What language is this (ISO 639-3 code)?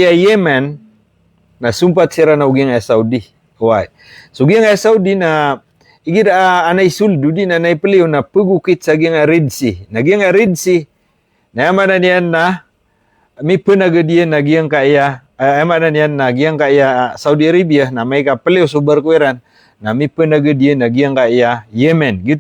mrw